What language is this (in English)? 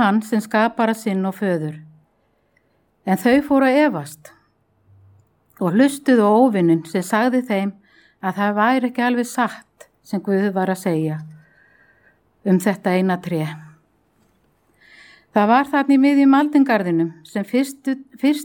Icelandic